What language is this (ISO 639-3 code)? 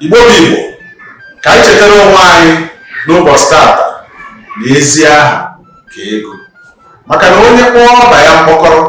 ibo